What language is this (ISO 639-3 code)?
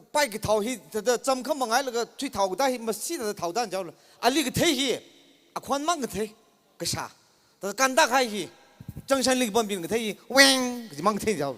nmf